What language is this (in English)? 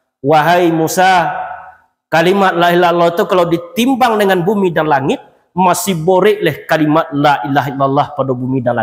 Minangkabau